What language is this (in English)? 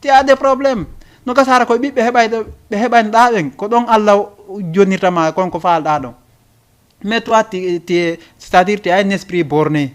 Fula